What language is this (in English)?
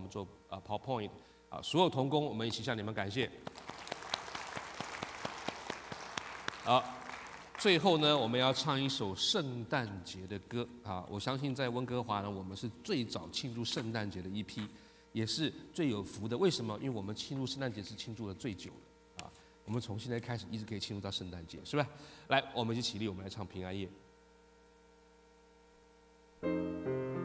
Chinese